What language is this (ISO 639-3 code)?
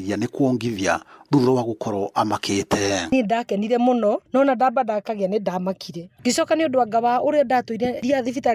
kik